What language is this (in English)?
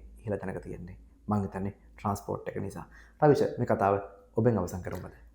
Sinhala